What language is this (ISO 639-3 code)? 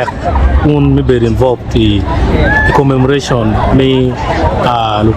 ach